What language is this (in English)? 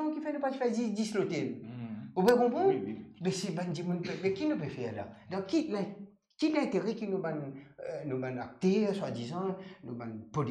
Morisyen